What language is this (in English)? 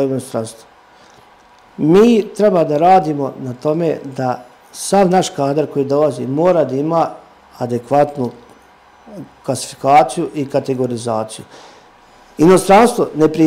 Serbian